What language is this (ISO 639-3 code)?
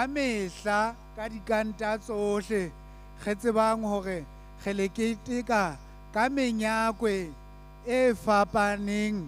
sot